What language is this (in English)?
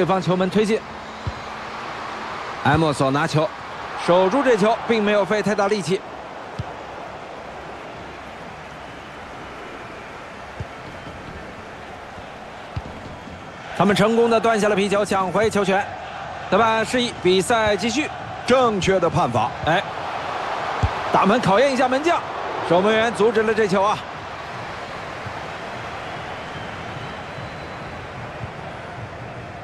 Chinese